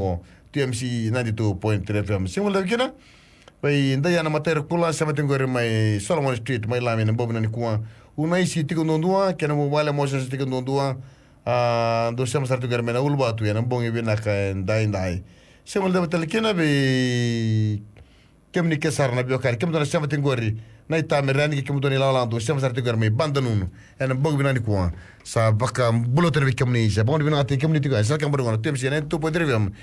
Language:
Fijian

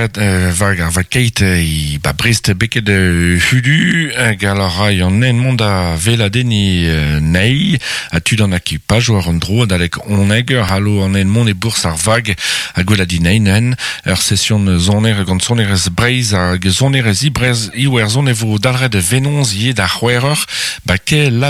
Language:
Breton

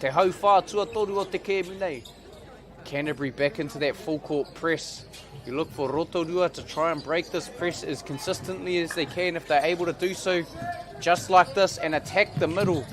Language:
Māori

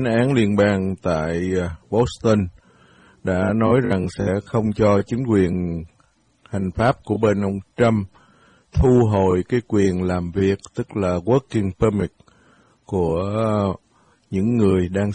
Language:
Vietnamese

